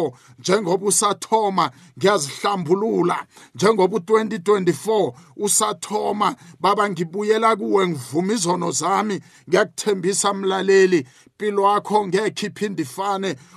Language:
South Ndebele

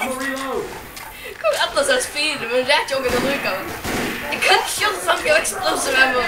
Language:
Faroese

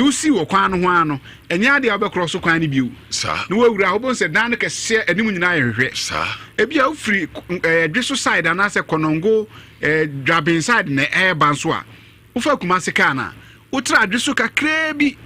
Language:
Akan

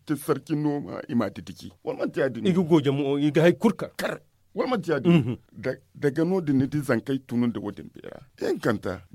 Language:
Zarma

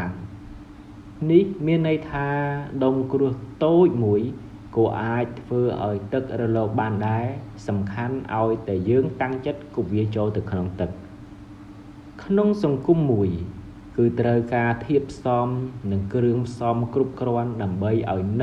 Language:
Khmer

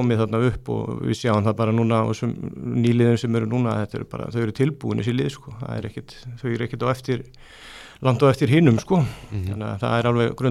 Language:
Icelandic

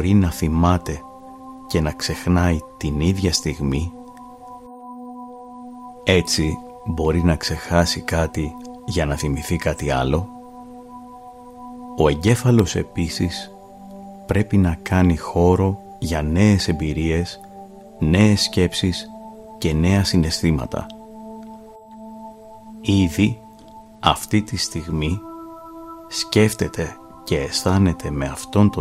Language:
Greek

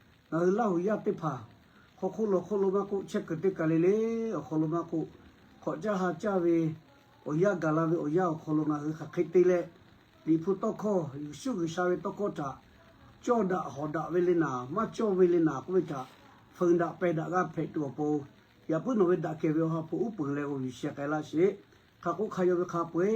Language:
Lahu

